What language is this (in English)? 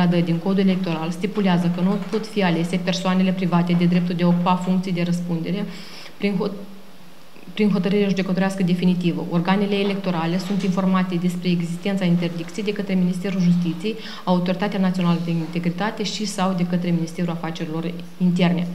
Romanian